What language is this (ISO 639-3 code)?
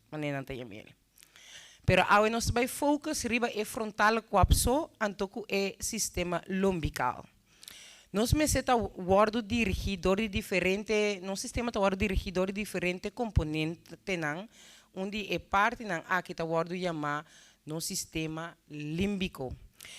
pap